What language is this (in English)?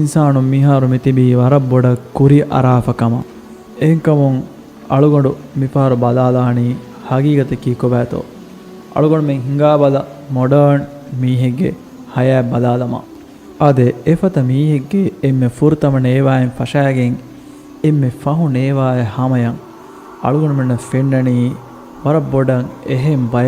Divehi